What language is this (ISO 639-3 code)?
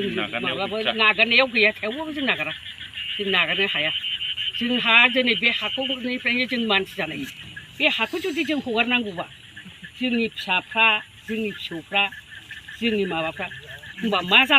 brx